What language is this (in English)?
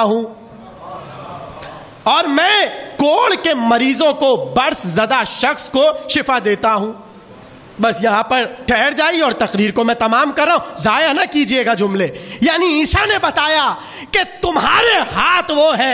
Urdu